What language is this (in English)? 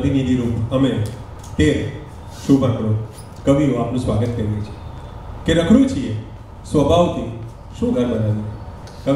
Gujarati